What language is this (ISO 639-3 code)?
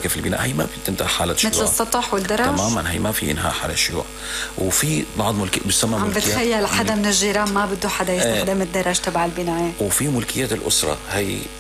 apc